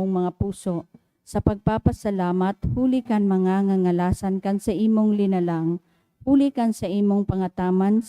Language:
Bikol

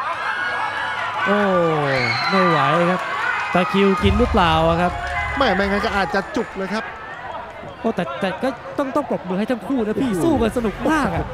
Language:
Thai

